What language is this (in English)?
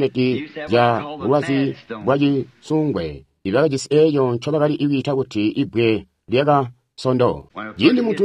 Tonga (Zambia)